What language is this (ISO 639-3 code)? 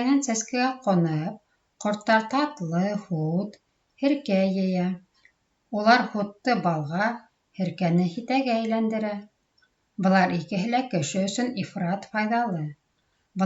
bak